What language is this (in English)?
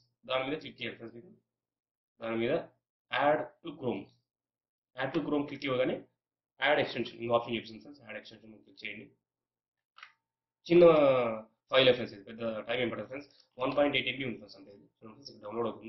Telugu